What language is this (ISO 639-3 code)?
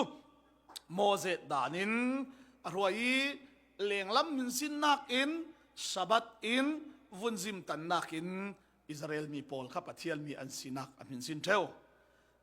cfm